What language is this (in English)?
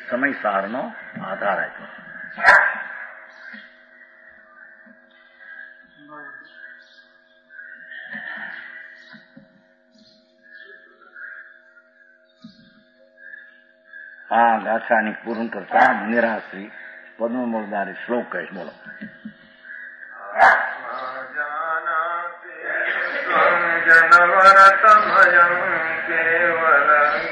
Gujarati